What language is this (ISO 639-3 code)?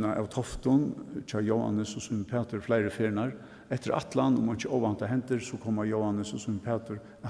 fao